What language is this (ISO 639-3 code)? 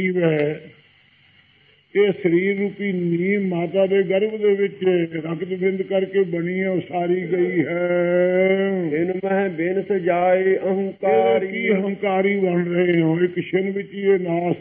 pan